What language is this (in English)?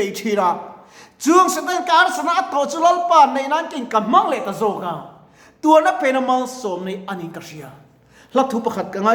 Mizo